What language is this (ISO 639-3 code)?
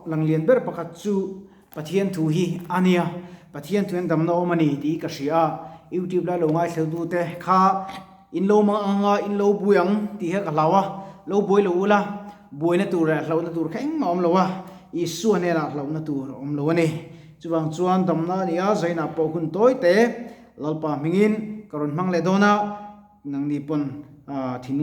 lus